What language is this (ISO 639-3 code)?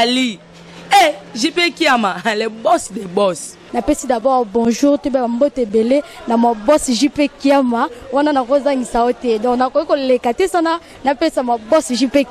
lin